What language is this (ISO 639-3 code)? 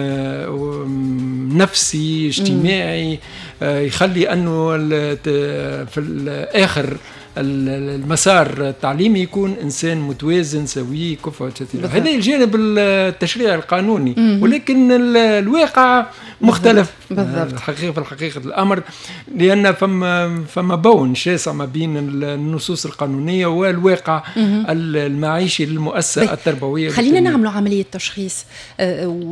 aeb